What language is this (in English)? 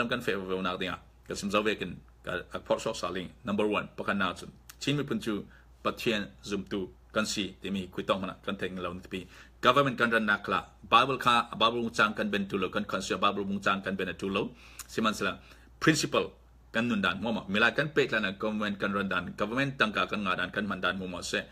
Falam Chin